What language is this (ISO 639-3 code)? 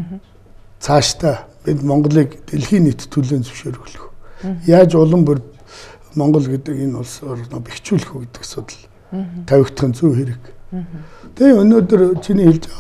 mon